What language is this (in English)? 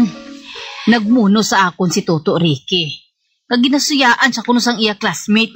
Hiligaynon